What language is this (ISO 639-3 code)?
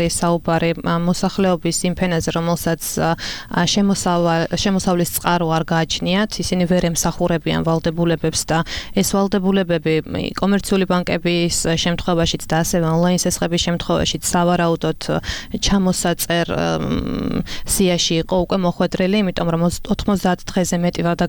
kat